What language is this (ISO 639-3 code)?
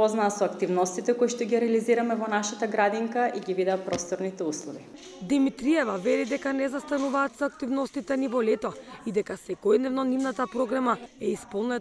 mkd